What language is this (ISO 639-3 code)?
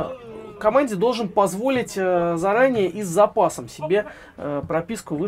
rus